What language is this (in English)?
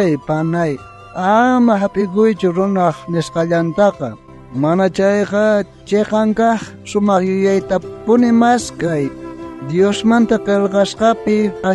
South Bolivian Quechua